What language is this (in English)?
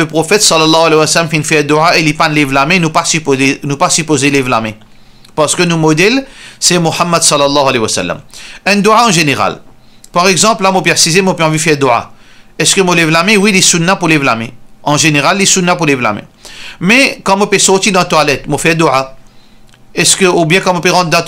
Morisyen